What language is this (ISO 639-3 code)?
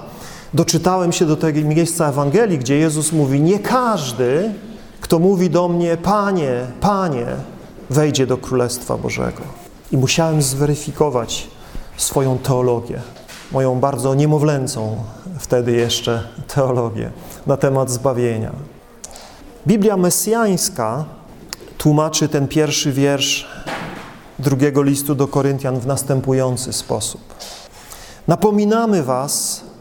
pol